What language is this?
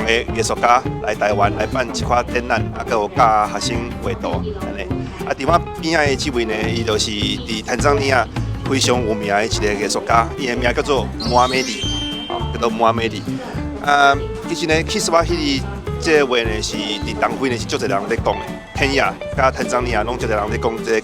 Min Nan Chinese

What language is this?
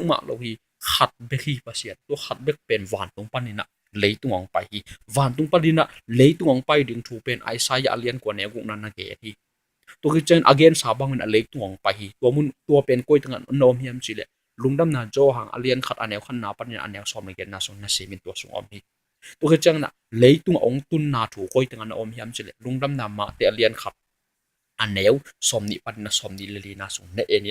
Tedim Chin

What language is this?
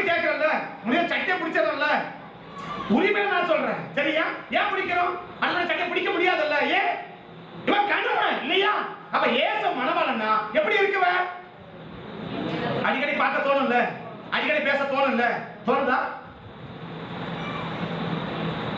Tamil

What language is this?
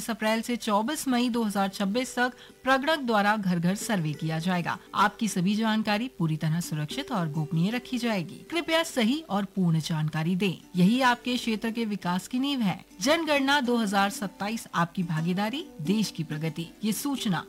Hindi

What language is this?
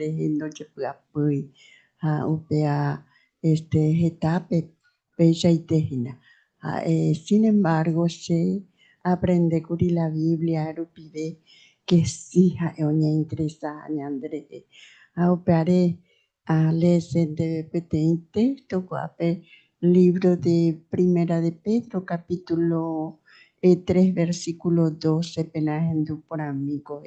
Guarani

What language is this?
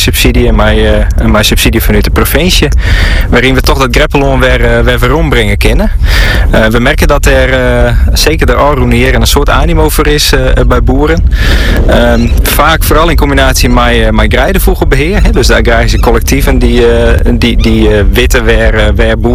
Dutch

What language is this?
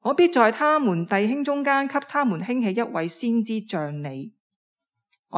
Cantonese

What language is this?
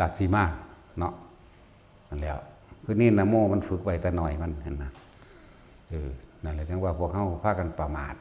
Northeastern Thai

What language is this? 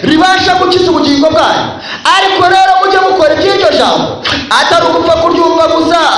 Kinyarwanda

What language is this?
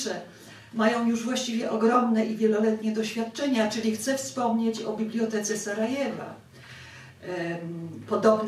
Polish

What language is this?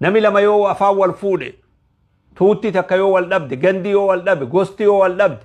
Oromo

